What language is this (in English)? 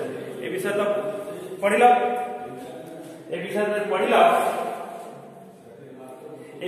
Odia